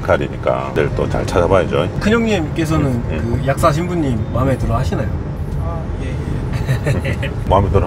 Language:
Korean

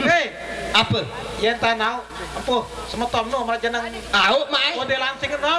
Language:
Sasak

